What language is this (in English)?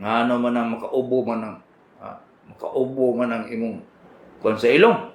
Cebuano